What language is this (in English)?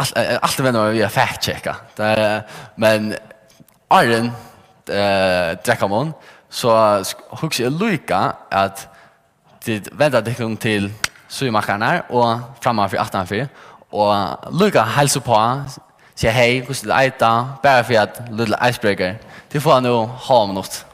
Faroese